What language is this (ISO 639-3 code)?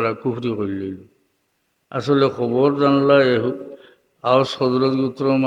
syl